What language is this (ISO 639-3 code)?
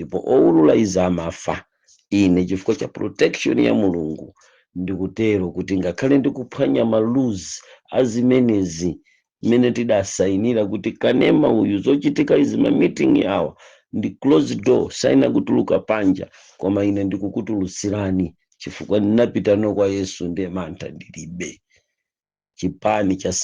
nya